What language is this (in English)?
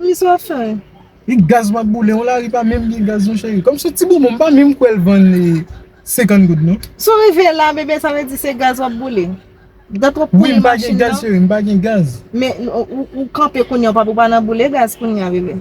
Haitian Creole